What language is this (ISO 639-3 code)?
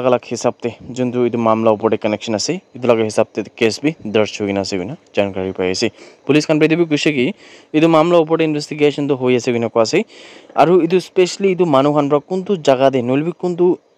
nag